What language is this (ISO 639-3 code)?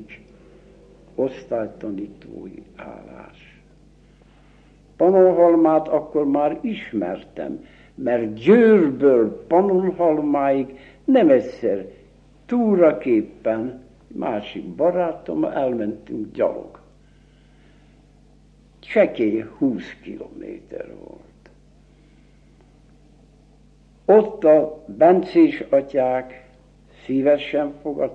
hun